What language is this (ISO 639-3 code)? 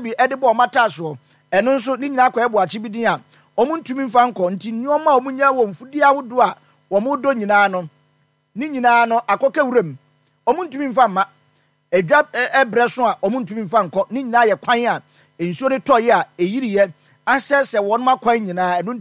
aka